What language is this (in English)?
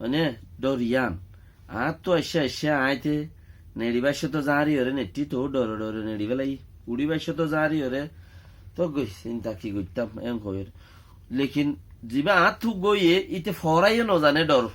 Rohingya